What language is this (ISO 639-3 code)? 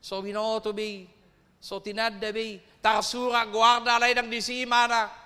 bbc